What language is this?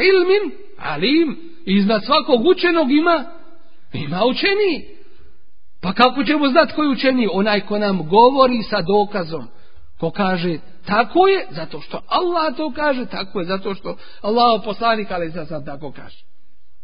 Bosnian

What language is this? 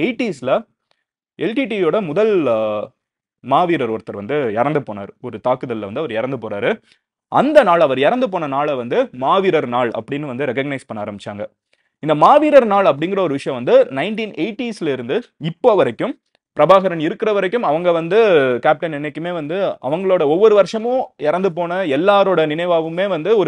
Tamil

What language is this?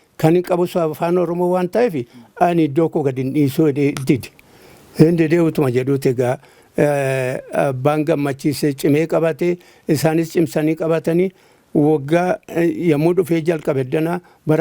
Oromo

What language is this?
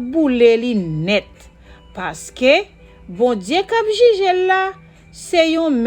Haitian Creole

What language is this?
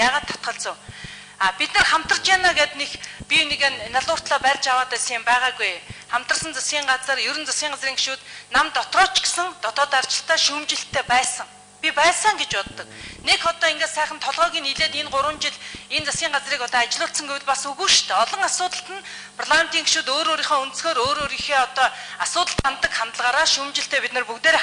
Mongolian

